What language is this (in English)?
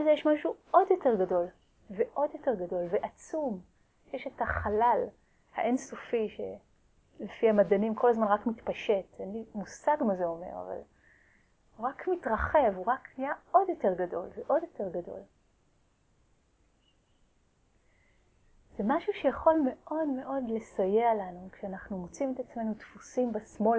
Hebrew